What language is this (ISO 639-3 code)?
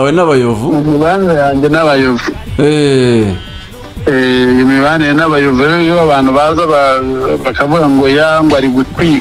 kin